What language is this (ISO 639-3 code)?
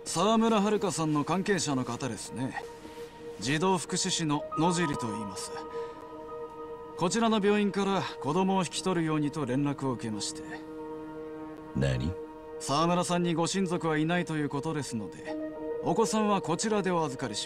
jpn